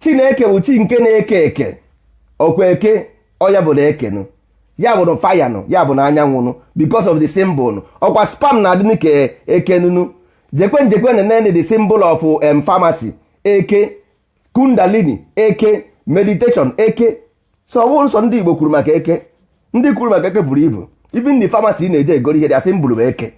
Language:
Igbo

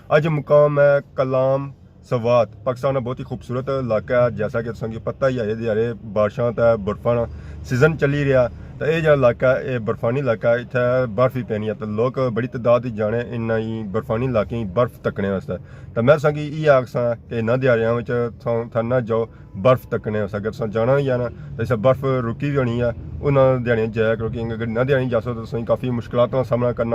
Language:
Pahari-Potwari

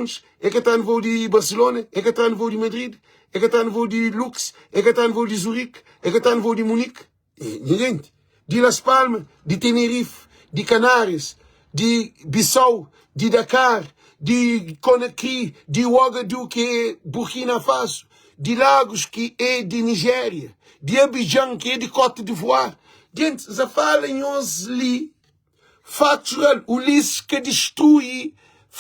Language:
Kabuverdianu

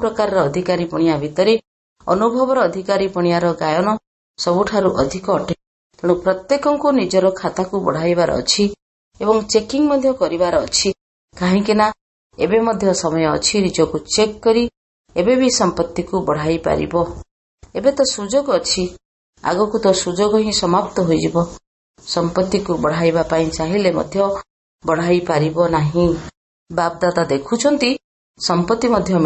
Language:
Odia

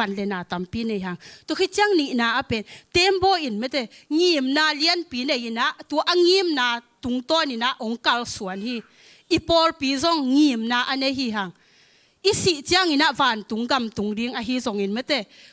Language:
Tedim Chin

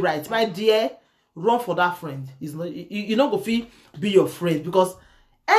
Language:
Nigerian Pidgin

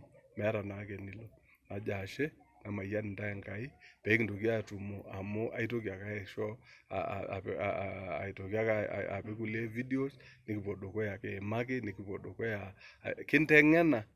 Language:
Masai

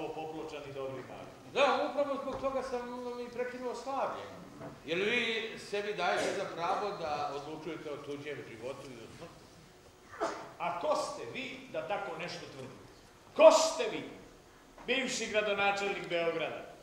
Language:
Serbian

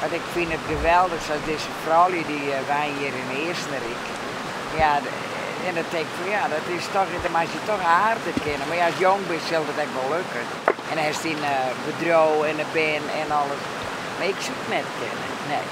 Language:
Western Frisian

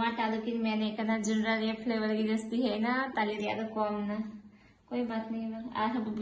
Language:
Santali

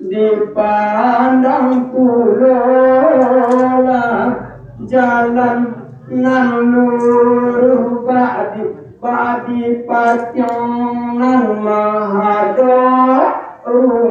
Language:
Minangkabau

